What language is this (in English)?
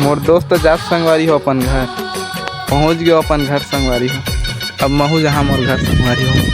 Chhattisgarhi